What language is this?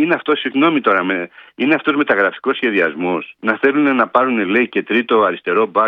Greek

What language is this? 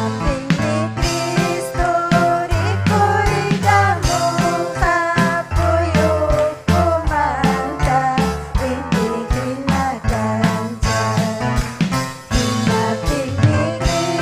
Ayacucho Quechua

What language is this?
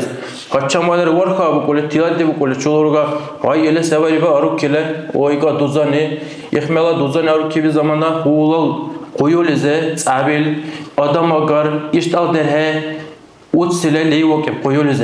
Dargwa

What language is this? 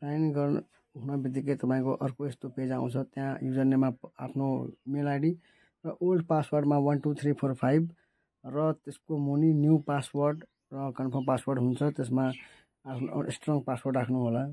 Nepali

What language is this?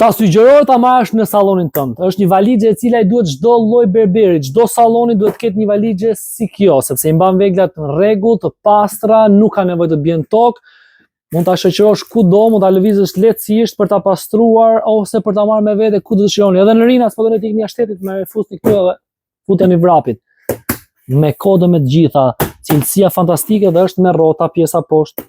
Albanian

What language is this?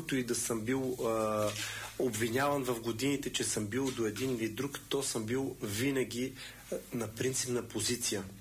Bulgarian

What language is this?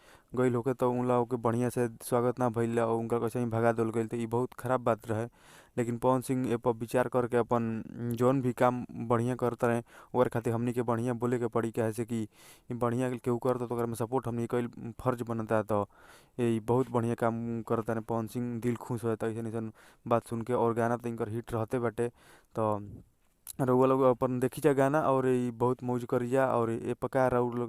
Bhojpuri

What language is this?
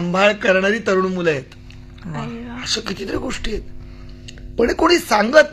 Marathi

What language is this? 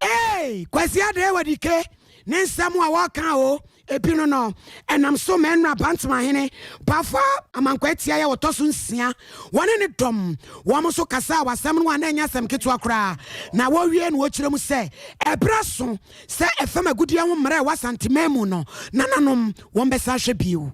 Akan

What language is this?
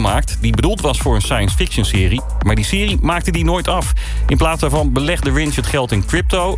Dutch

